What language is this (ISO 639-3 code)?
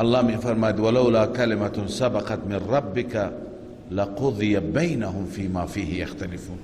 fas